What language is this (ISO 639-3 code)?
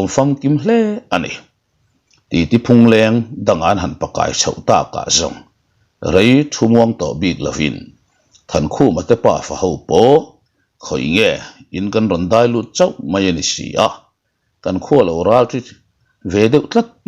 lus